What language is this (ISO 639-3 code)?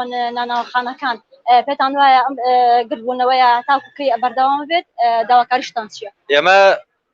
ckb